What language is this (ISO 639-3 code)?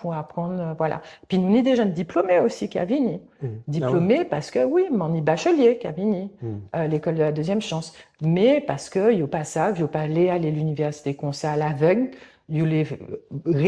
gcf